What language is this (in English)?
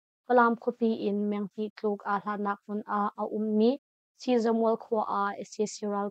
Hakha Chin